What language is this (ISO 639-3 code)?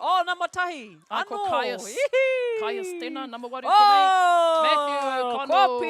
mri